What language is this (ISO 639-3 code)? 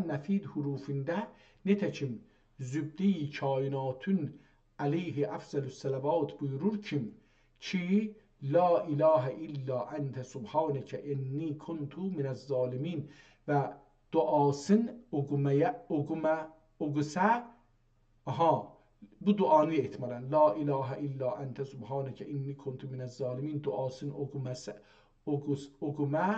azb